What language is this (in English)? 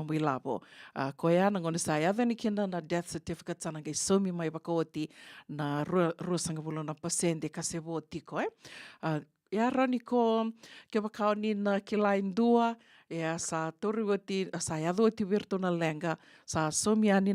Fijian